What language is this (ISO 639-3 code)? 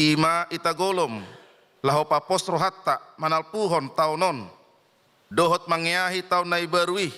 bbc